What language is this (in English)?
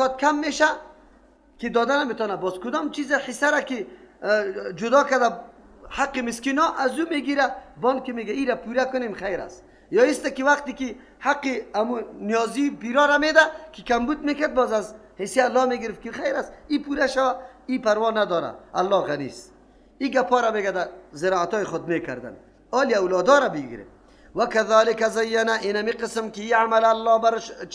Persian